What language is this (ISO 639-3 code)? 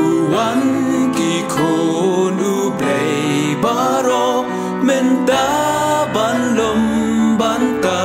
kha